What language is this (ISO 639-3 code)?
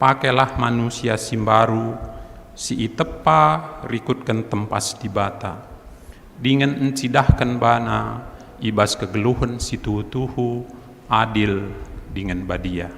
btx